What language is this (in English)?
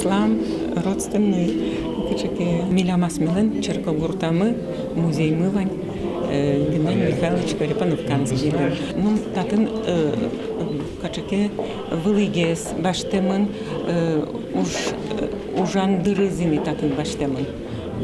Udmurt